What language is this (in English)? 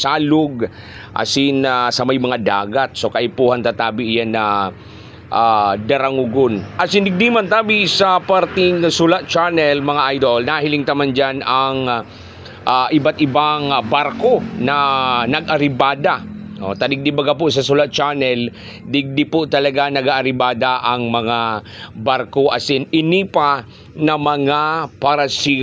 Bikol